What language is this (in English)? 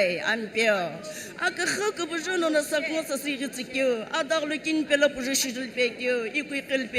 Sumi Naga